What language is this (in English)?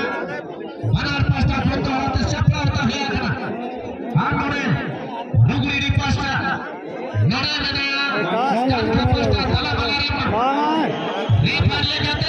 Santali